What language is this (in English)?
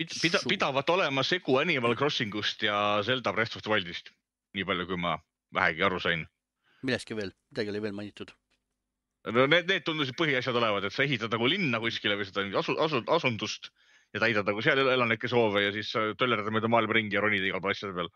Estonian